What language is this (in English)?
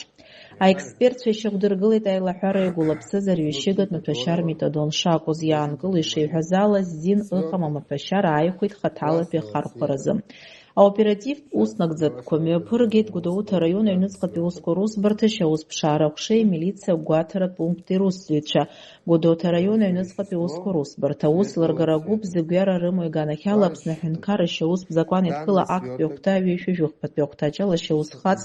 Abkhazian